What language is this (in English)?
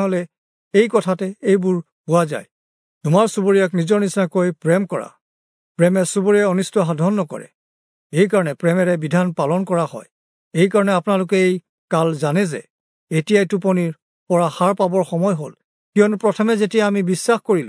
Assamese